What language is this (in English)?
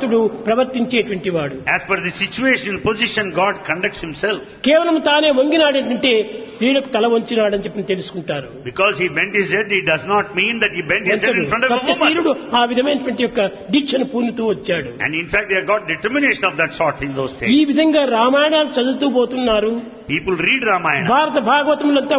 Telugu